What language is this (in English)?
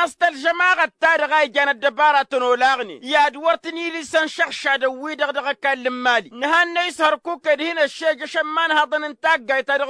Tamasheq